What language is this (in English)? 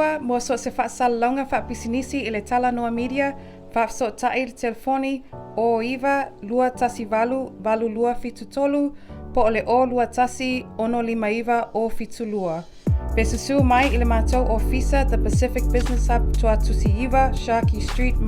Samoan